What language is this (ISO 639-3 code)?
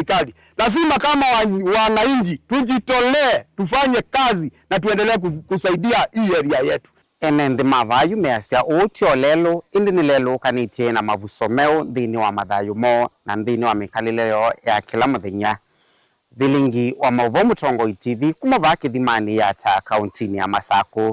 kam